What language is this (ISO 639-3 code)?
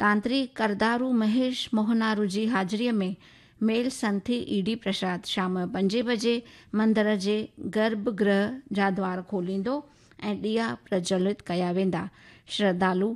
snd